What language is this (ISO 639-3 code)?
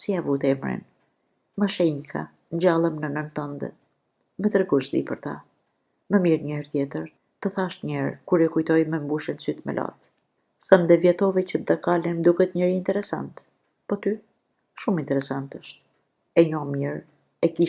sqi